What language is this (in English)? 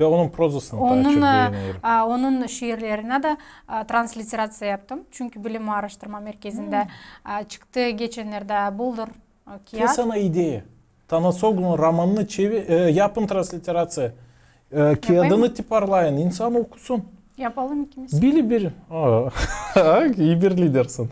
Gagauz